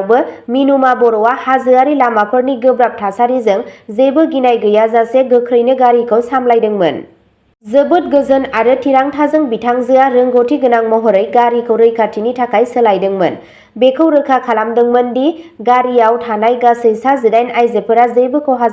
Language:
Bodo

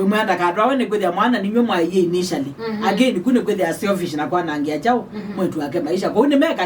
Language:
Kamba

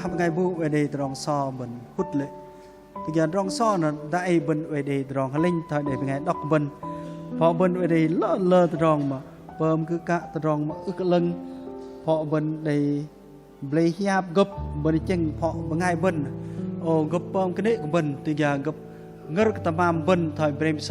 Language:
Bahnar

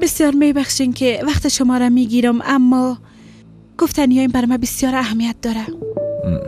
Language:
Persian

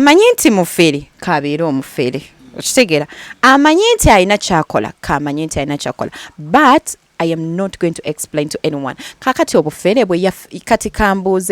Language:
Ganda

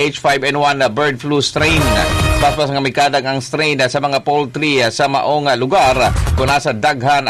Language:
Cebuano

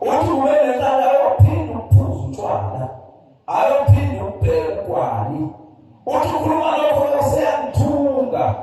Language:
Zulu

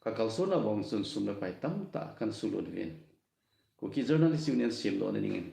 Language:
Thado Chin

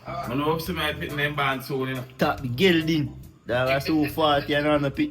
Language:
Jamaican Creole English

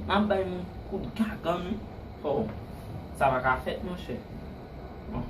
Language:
Haitian Creole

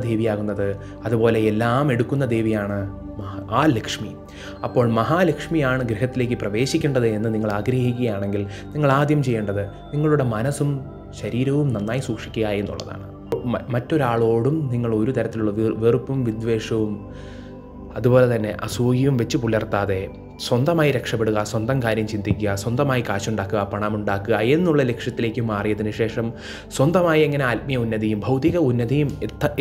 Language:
Malayalam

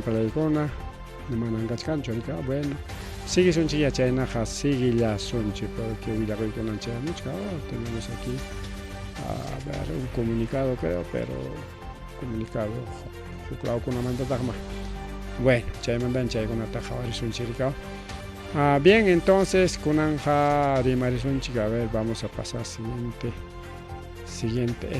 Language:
Ayacucho Quechua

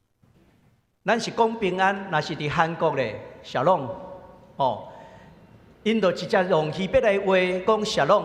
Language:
Min Nan Chinese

